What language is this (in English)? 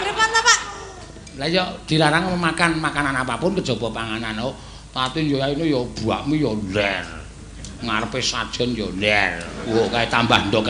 Javanese